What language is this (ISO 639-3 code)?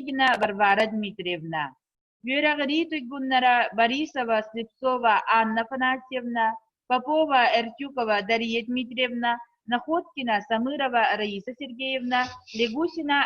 sah